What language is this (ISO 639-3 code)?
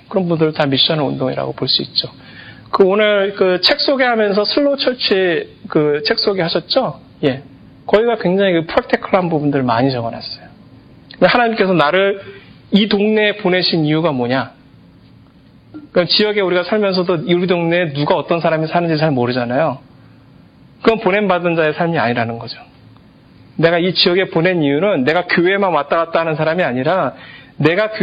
kor